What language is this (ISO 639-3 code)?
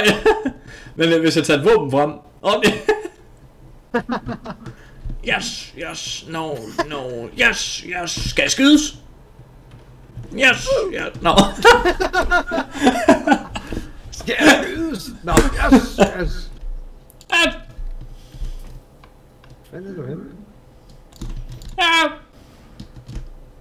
dan